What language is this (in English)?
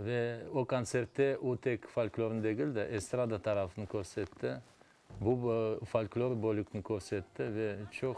Crimean Tatar